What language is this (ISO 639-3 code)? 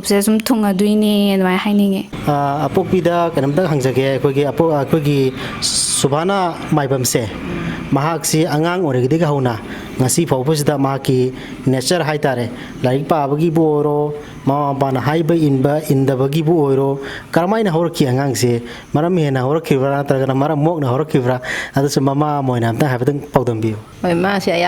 mni